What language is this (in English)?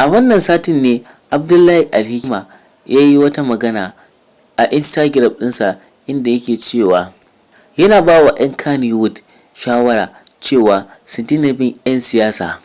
Hausa